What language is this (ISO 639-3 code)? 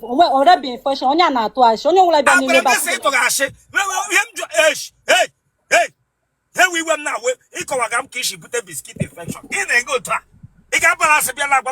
ibo